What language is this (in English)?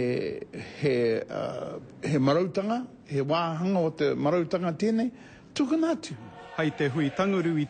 Māori